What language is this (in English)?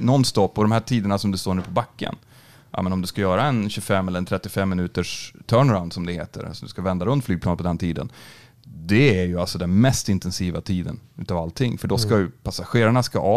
Swedish